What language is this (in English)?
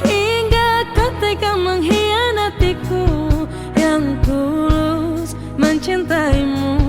Banjar